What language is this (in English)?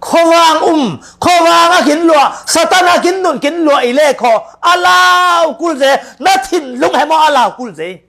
Falam Chin